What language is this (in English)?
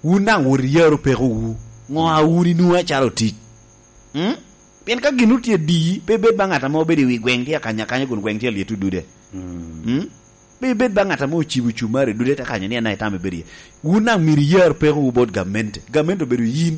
Lango (Uganda)